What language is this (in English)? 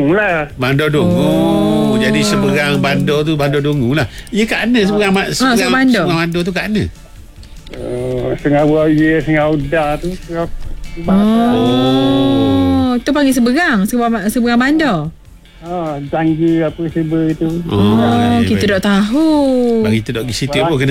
Malay